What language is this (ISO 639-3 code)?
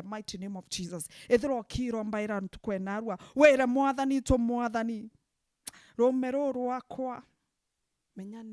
mer